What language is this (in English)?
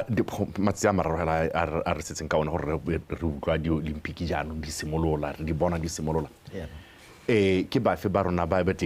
Tswana